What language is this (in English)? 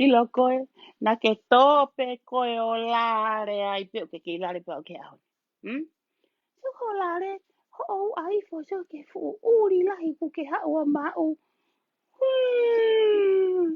Tongan